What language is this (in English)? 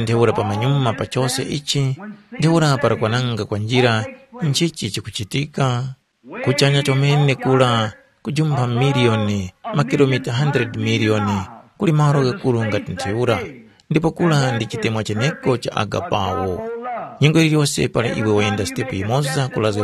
Tumbuka